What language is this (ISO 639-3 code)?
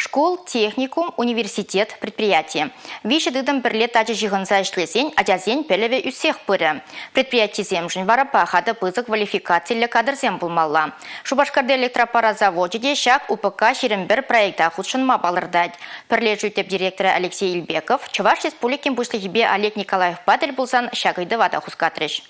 chv